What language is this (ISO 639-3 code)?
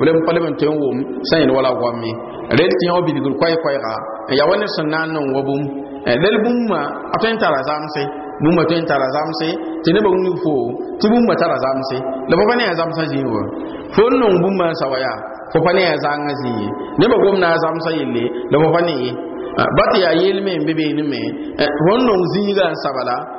mos